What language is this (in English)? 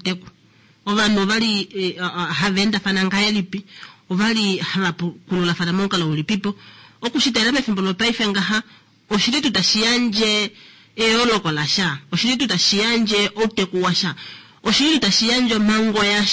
Kuanyama